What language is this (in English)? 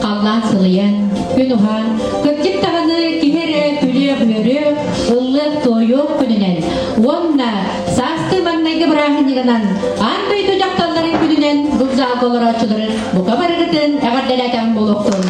Yakut